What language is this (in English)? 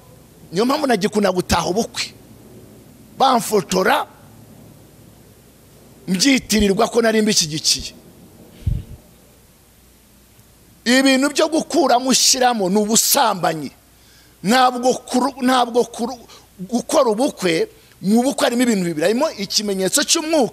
Kinyarwanda